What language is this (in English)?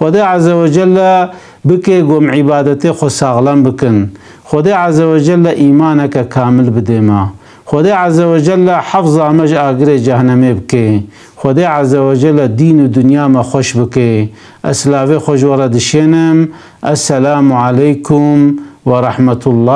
Kurdish